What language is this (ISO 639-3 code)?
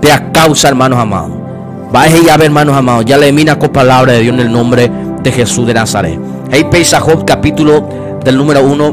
grn